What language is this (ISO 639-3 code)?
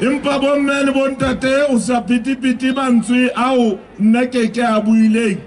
sot